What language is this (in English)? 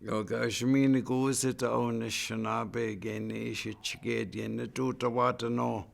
Chippewa